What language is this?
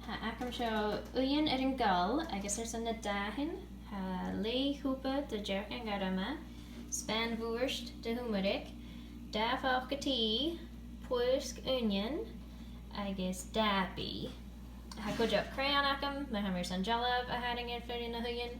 Scottish Gaelic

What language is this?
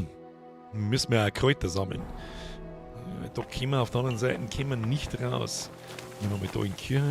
Bavarian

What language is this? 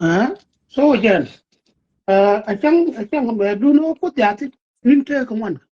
Nuer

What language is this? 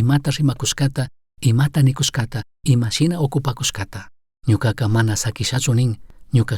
Chimborazo Highland Quichua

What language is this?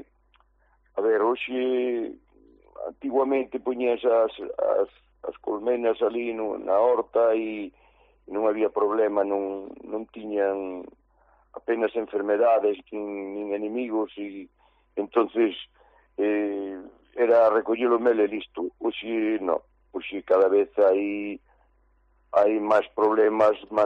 Galician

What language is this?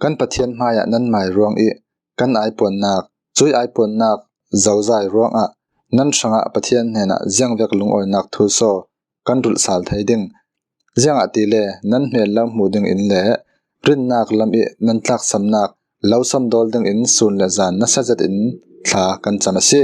Falam Chin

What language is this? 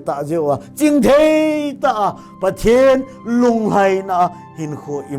Thado Chin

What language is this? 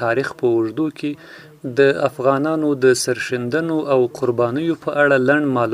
Pashto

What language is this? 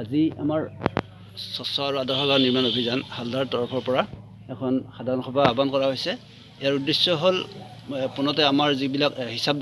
Assamese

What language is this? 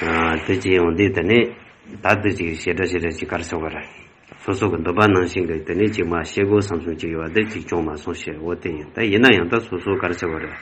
Tibetan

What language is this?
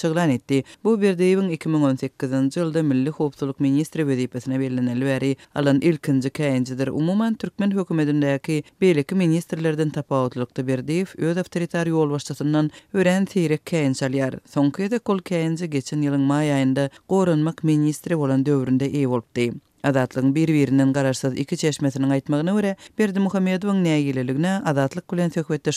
Turkmen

